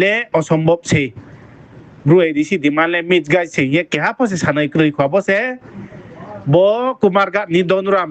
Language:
Riang (India)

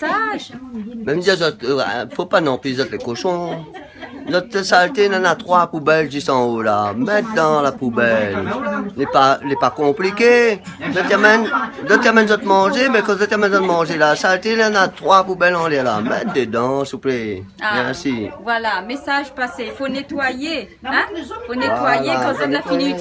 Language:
Réunion Creole French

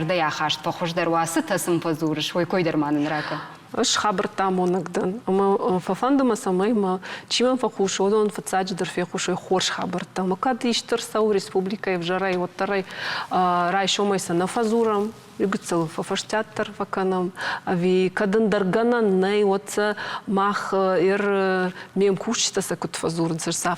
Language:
Ossetic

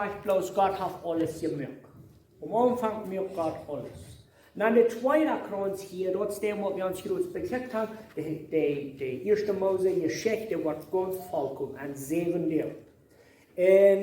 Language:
Plautdietsch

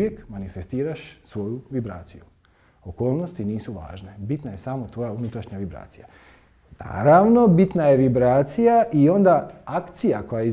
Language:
Croatian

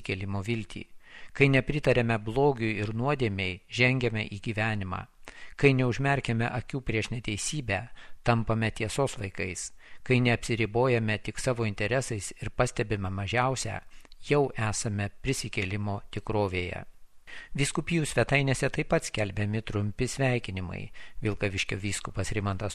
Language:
Lithuanian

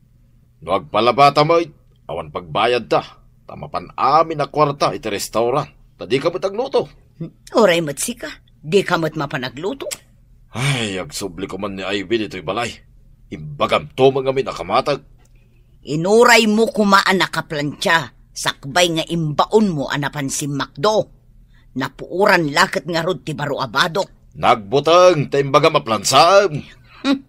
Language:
Iloko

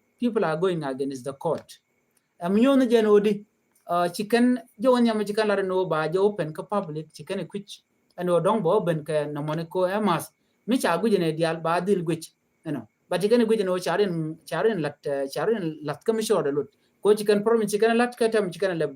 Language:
Nuer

